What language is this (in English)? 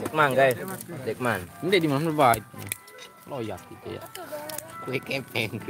Sasak